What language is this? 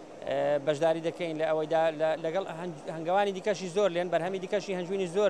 Central Kurdish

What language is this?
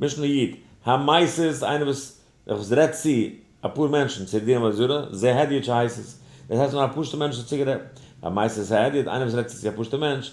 Yiddish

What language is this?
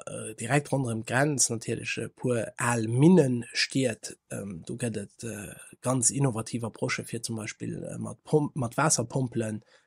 Luxembourgish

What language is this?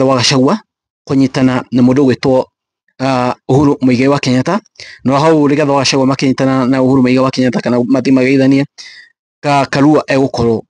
Kikuyu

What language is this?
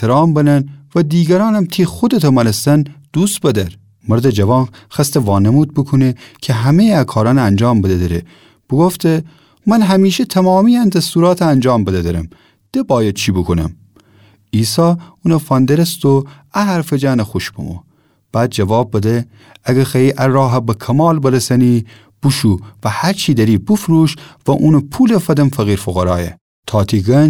Gilaki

